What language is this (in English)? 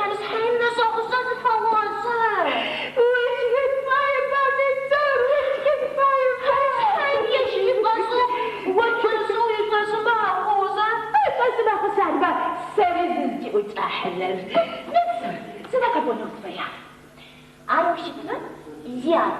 Adyghe